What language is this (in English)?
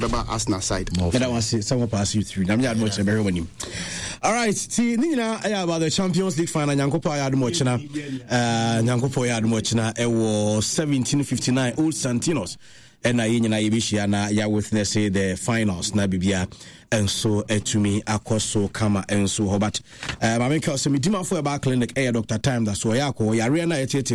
Akan